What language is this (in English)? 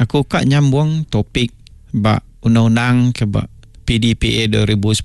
Iban